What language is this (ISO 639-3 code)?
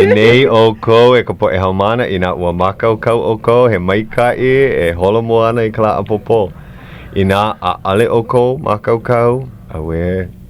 haw